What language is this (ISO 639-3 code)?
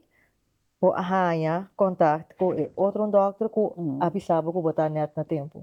pap